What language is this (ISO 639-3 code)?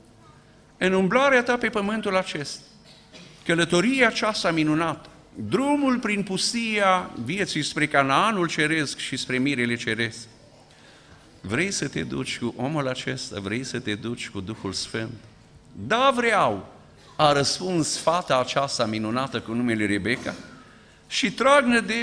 ron